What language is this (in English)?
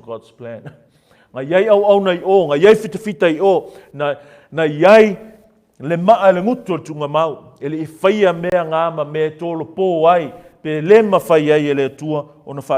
Samoan